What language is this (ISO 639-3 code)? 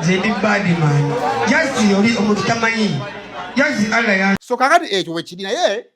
lug